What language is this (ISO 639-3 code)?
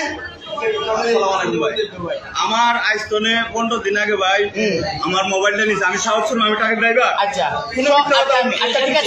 syl